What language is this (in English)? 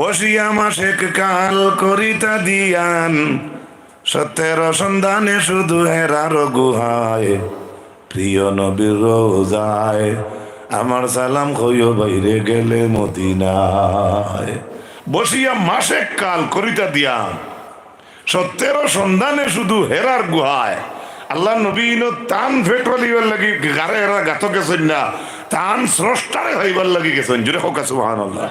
Sylheti